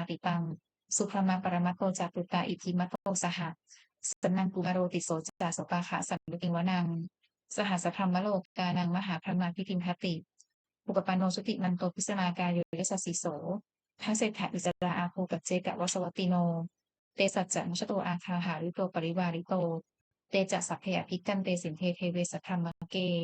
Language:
Pali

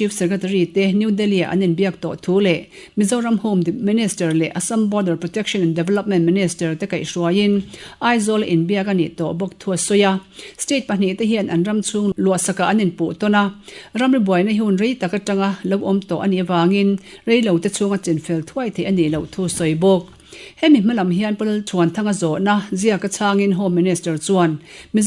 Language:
Mizo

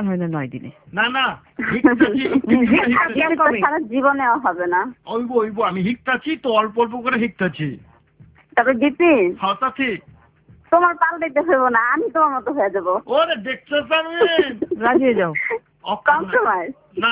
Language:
Bangla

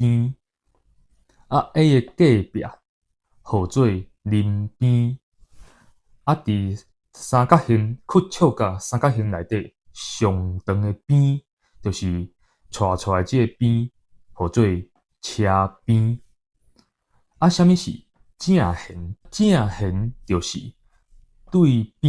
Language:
Min Nan Chinese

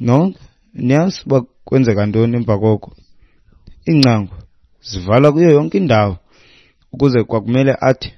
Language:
Xhosa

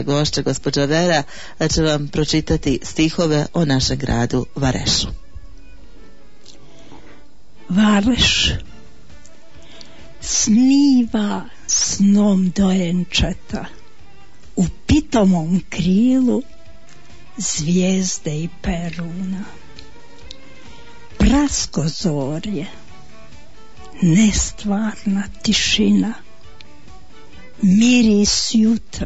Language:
Bosnian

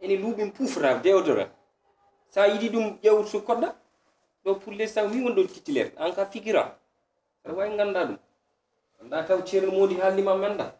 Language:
Fula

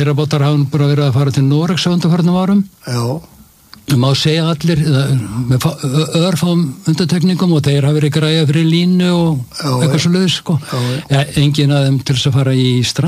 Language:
Icelandic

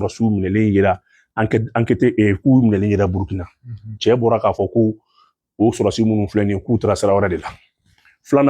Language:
Bambara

